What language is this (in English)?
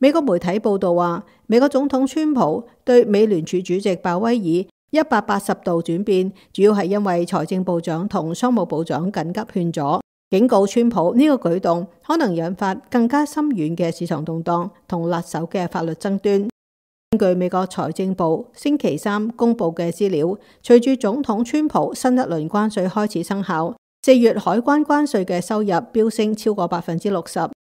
Cantonese